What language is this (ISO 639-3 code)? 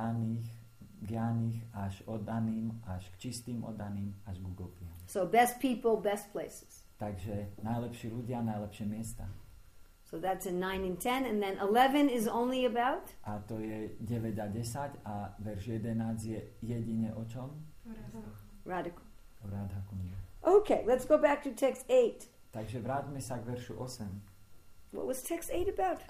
slk